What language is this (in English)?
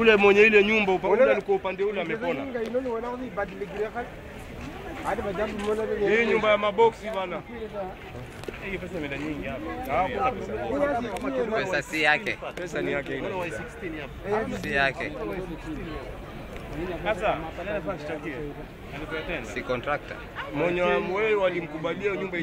Swahili